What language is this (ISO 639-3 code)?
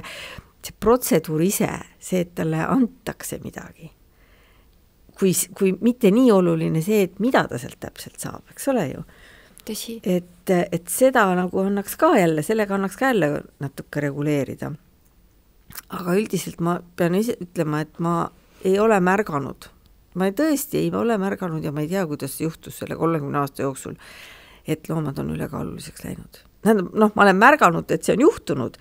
est